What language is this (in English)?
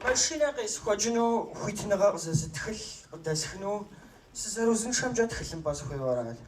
Kabardian